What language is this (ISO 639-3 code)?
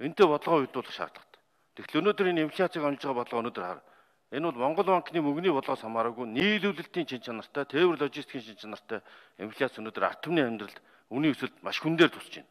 mon